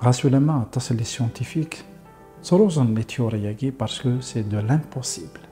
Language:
Kabyle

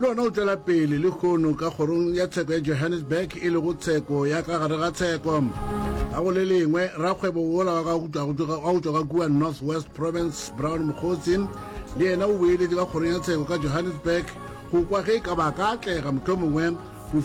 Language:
Northern Sotho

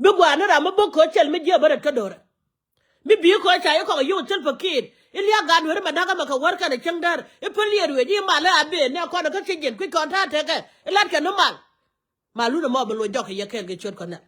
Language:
Nuer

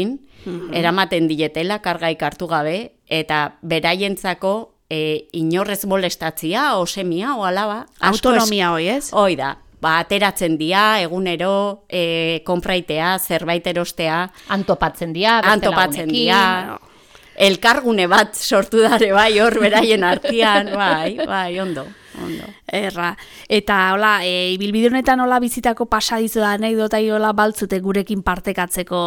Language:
Basque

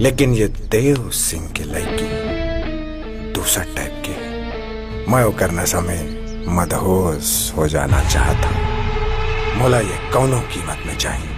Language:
Chhattisgarhi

